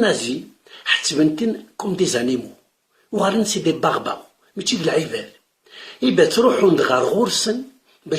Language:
Kabyle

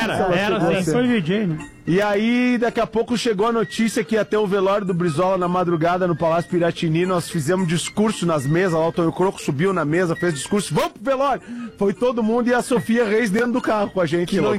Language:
Portuguese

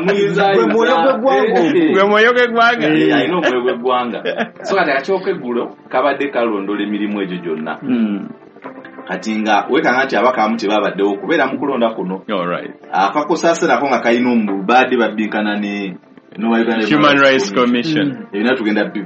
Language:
Ganda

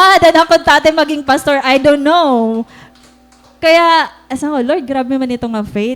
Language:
Waray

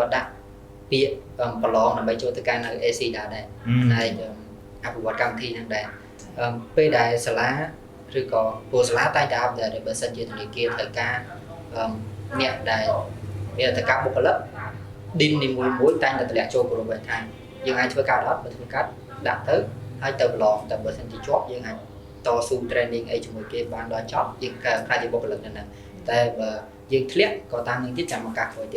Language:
Khmer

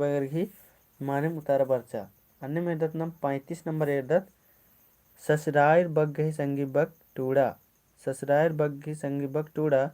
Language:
Kurukh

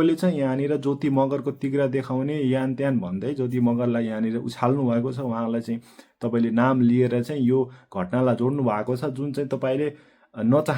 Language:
Nepali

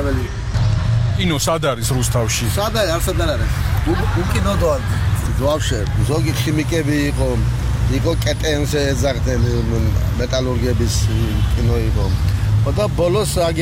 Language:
Georgian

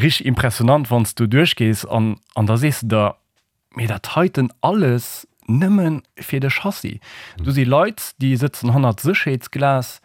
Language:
Luxembourgish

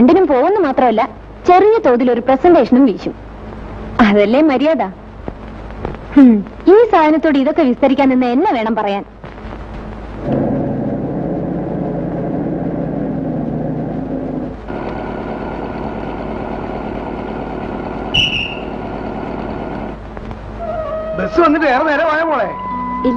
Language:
Malayalam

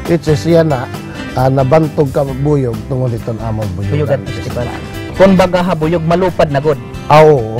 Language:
Waray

